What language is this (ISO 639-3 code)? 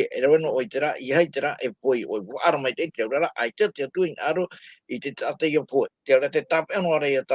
tah